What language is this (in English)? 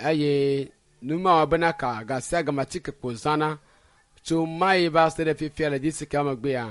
Ewe